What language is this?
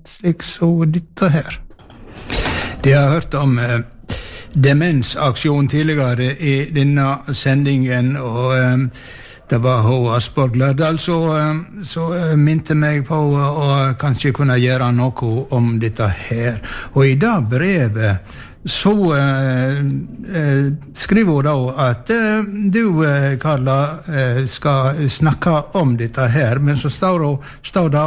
Norwegian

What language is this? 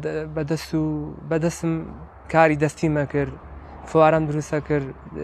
Central Kurdish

